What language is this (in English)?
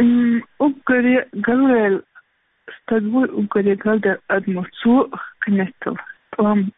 Chechen